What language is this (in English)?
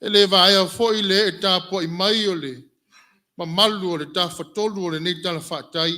Samoan